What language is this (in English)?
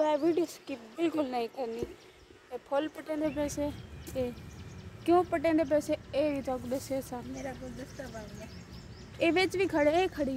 Saraiki